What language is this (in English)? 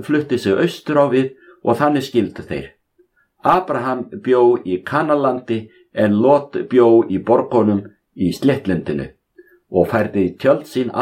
Icelandic